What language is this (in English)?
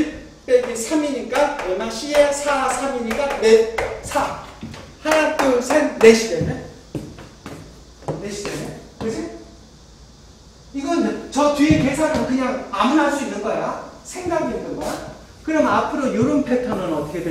Korean